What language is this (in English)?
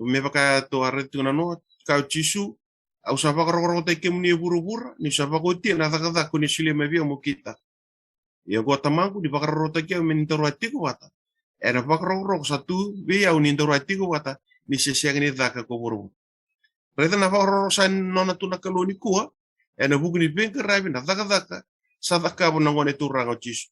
Fijian